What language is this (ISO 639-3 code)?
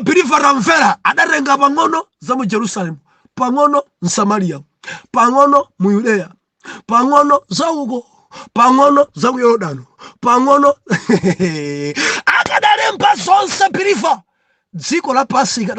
nya